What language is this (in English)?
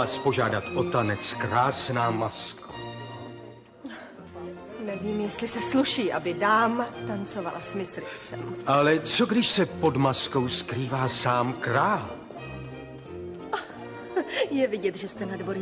Czech